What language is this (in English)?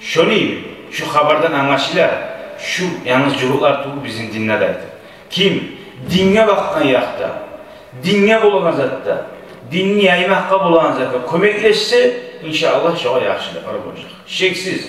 Kumyk